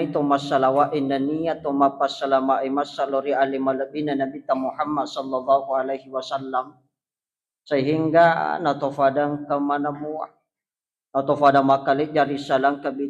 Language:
Buginese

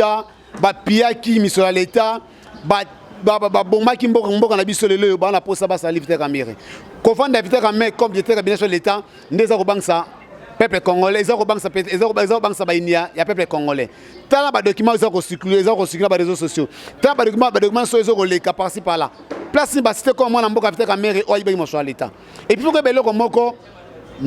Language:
Lingala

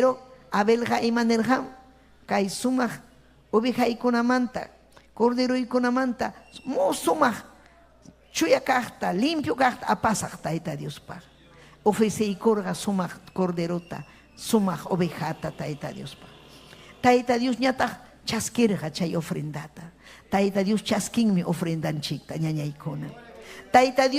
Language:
Ayacucho Quechua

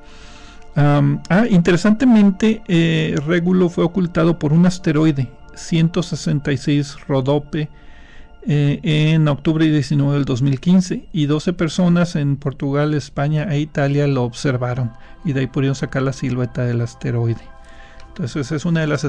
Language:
Spanish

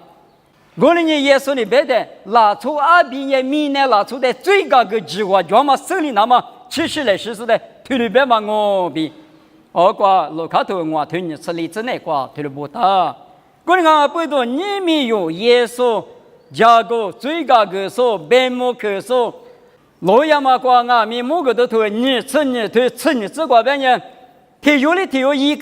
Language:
Lisu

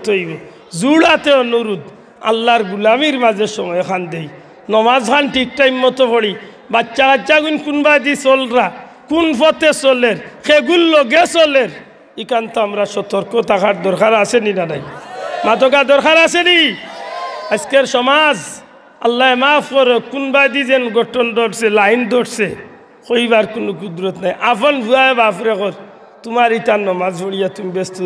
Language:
Sylheti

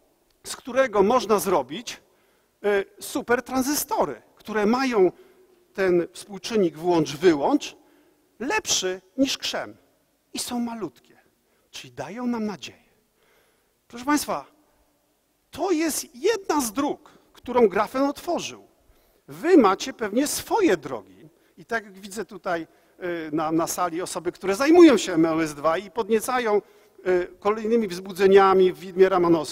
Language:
Polish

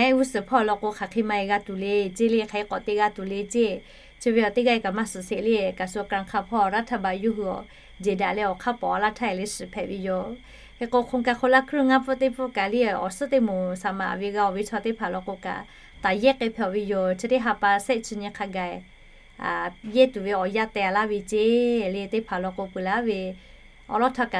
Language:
Lahu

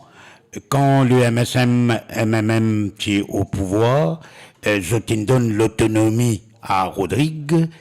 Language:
Morisyen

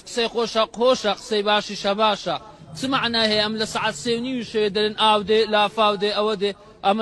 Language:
Central Kurdish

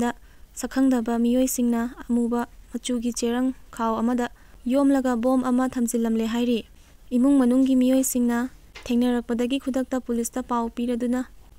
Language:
Manipuri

